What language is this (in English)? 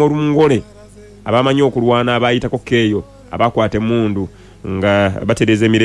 Ganda